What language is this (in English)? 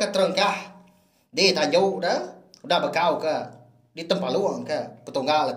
Iban